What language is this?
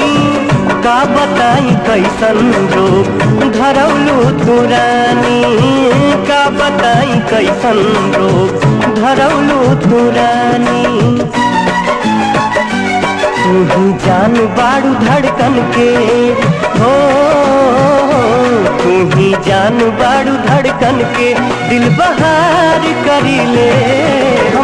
Bhojpuri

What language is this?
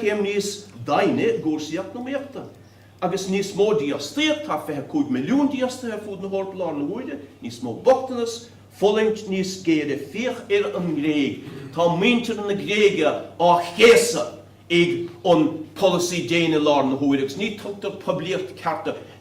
Irish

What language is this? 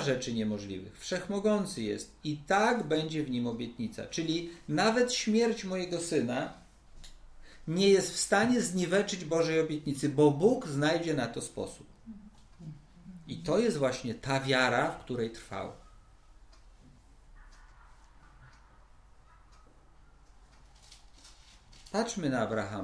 Polish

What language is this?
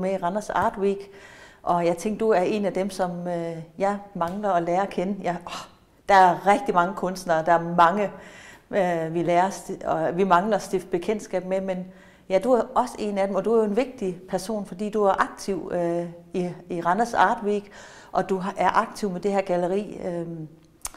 Danish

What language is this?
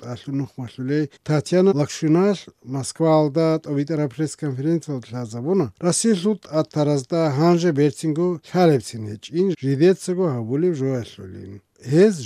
Avaric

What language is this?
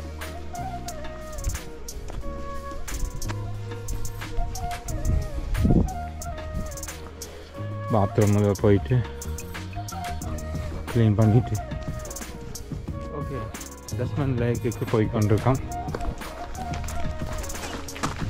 Tamil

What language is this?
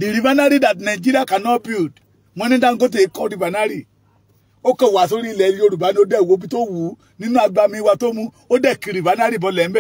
Yoruba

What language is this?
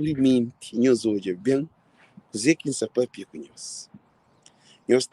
Kabuverdianu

